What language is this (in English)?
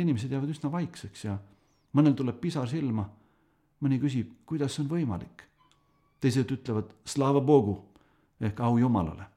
Estonian